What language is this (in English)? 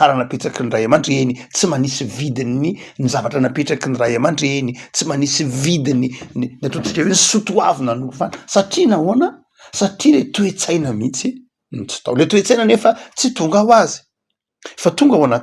Malagasy